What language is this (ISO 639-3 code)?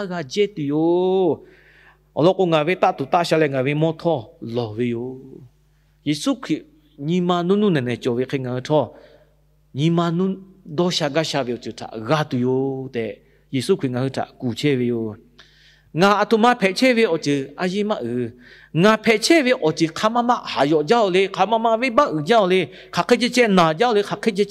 lhu